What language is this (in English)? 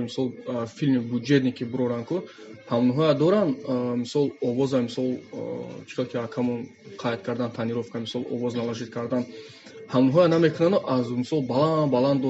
Tajik